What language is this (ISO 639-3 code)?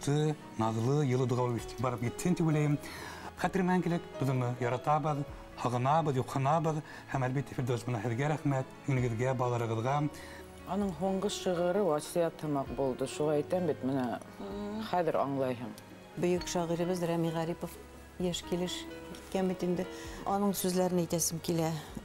bak